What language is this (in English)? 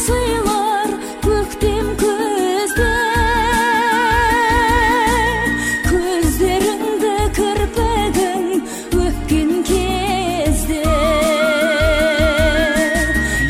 Kazakh